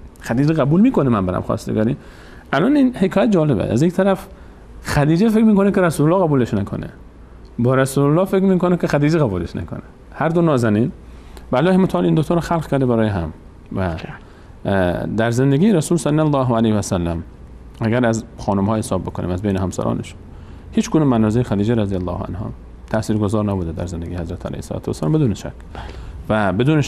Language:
Persian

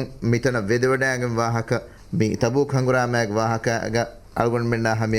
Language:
Divehi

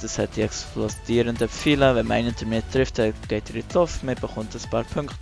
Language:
Swiss German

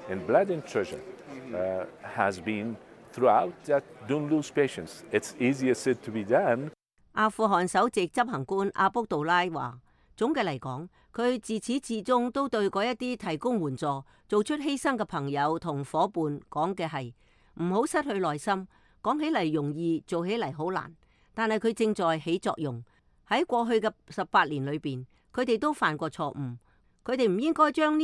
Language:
Cantonese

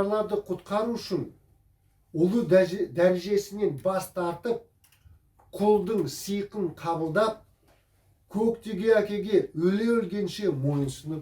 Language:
Kazakh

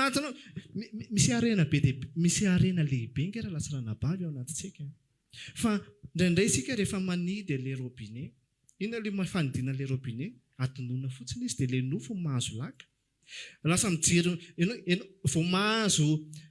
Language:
Malagasy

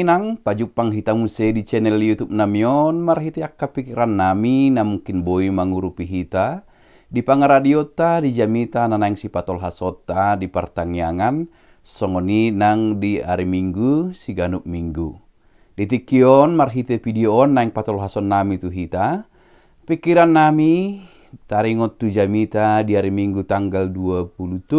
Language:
Batak Toba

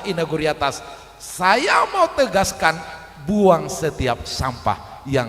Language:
Batak Simalungun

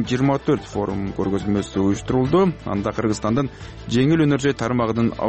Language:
Kyrgyz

